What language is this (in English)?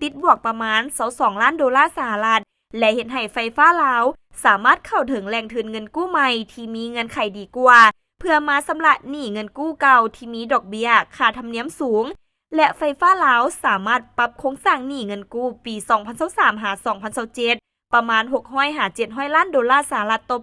Lao